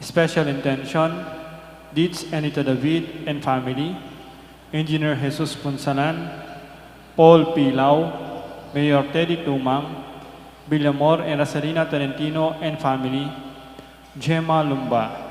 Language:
Pampanga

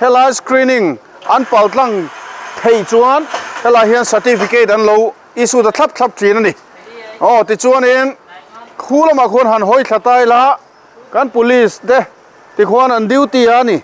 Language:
Mizo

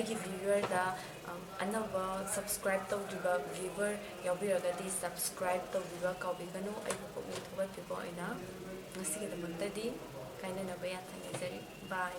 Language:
Manipuri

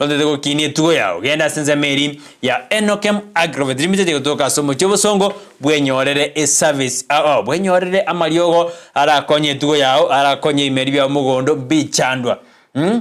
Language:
Gusii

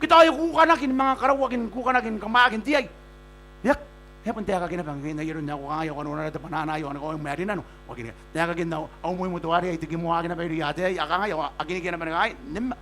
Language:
Gilbertese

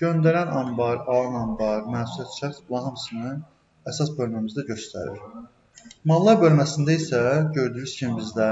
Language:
Azerbaijani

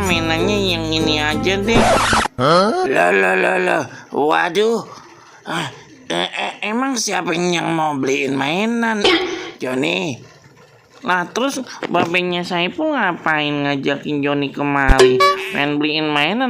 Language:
Betawi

